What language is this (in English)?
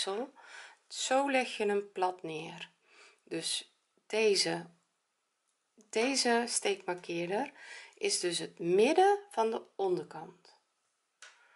Dutch